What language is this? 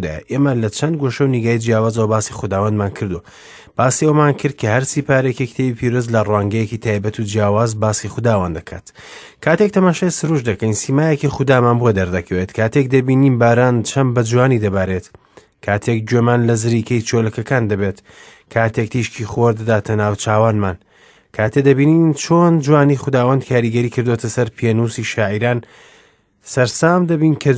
Central Kurdish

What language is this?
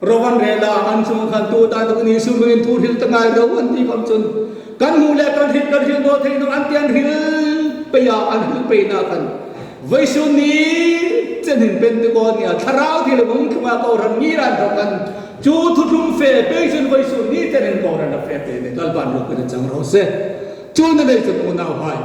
Hmar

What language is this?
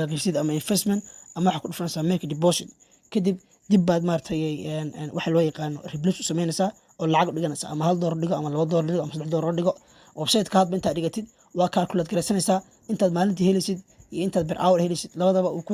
Somali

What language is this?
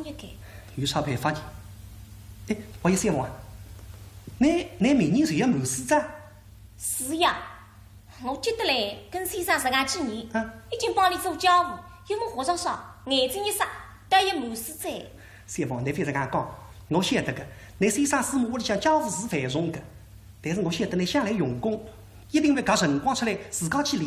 Wu Chinese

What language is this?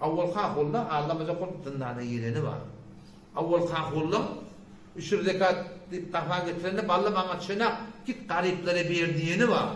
Turkmen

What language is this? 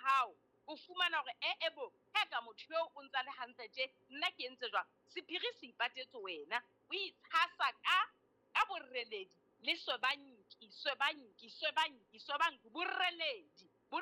Southern Sotho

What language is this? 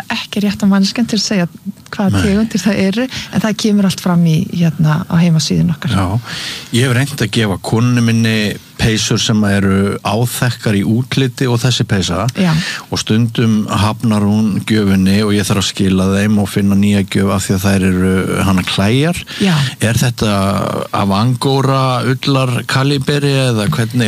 Icelandic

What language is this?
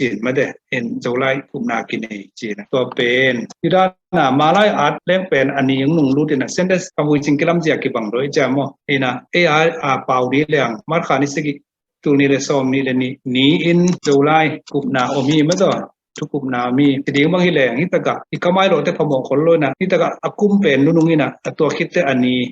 Tedim Chin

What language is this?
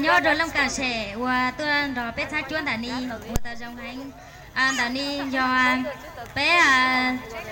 Hmong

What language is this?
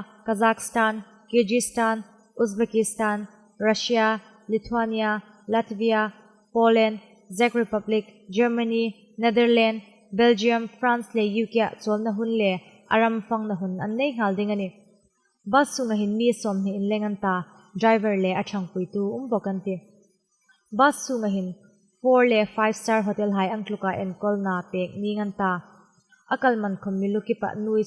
Hmar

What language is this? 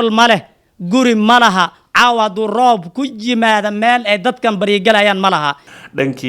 Somali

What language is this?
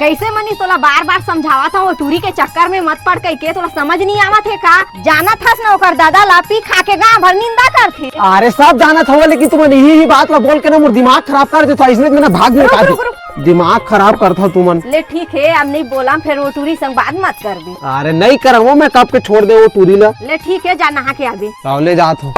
Chhattisgarhi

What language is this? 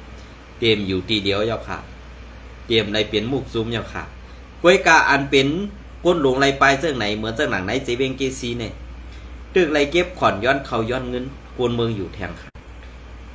Shan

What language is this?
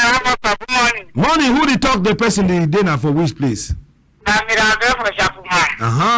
Cameroon Pidgin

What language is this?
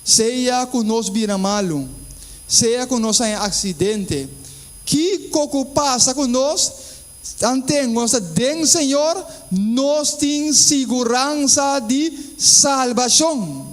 Papiamento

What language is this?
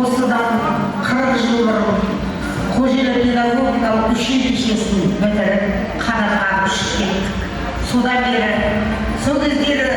Kara-Kalpak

